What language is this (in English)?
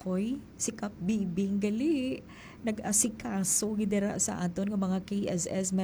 Hiligaynon